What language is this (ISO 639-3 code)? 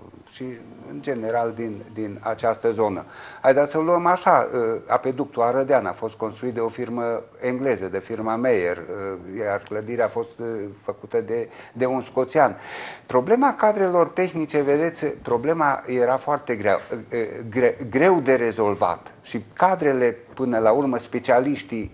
ron